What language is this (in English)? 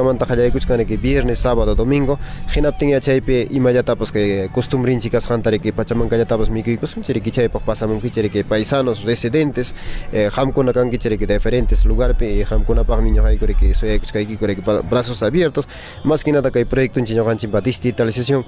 Ayacucho Quechua